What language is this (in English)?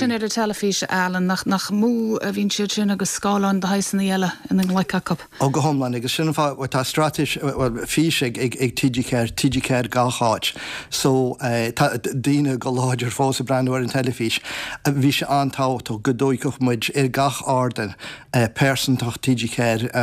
Irish